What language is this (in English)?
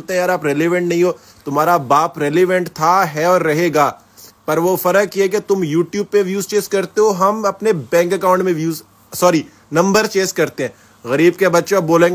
Hindi